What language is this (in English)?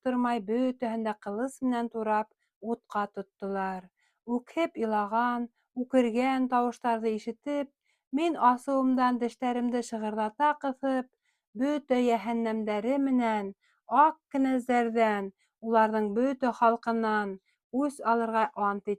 Bashkir